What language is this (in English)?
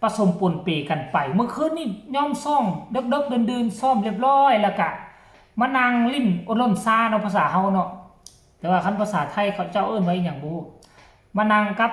Northeastern Thai